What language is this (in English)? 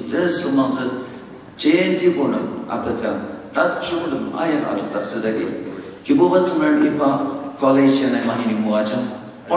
Ao Naga